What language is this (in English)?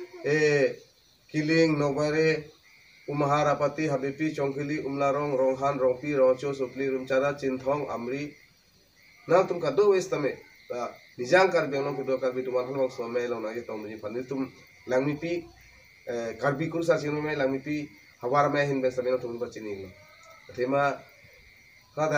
Karbi